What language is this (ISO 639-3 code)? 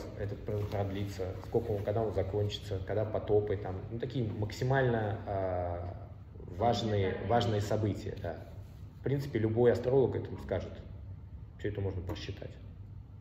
rus